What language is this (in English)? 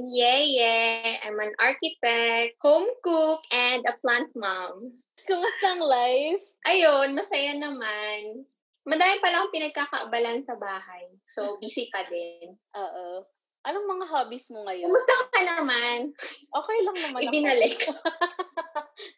Filipino